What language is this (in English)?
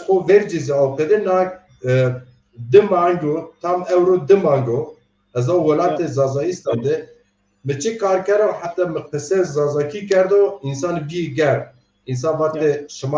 Zaza